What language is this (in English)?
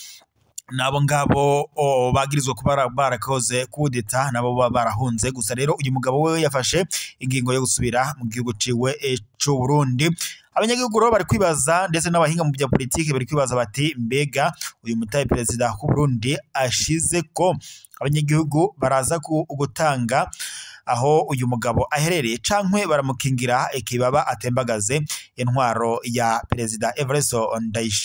Rundi